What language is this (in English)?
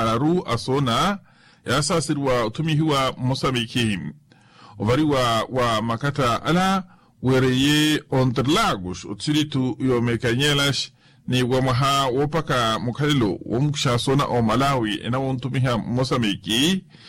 Makhuwa